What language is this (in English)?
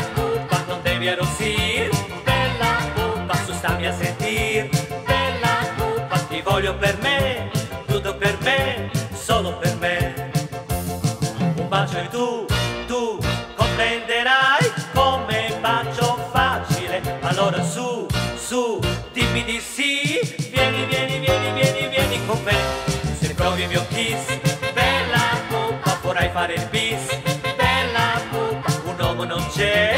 Italian